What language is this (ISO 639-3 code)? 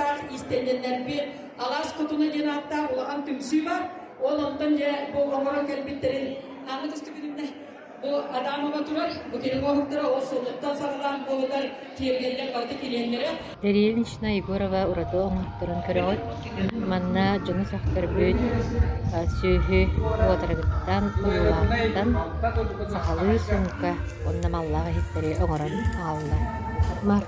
sah